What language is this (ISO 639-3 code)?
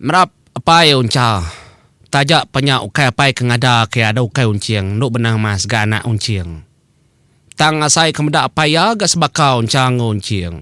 iba